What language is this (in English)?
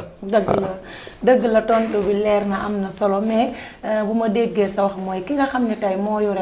Wolof